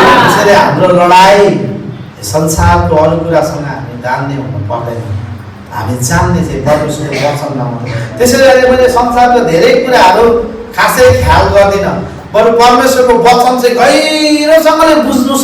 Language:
Nepali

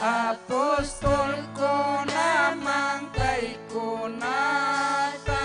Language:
Ayacucho Quechua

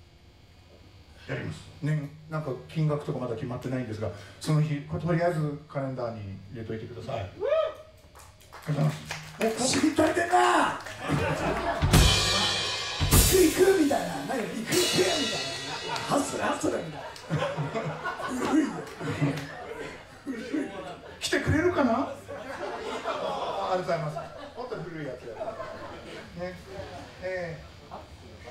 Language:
Japanese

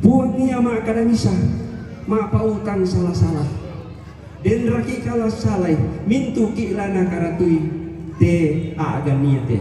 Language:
Toraja-Sa'dan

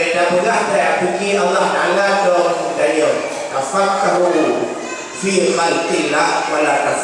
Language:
Achinese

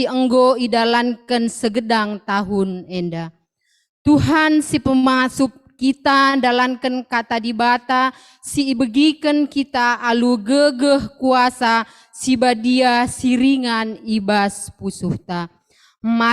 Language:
Batak Karo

